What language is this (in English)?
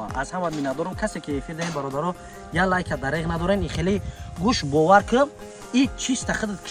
Tajik